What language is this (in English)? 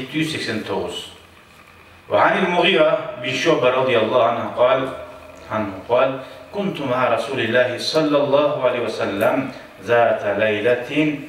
Kumyk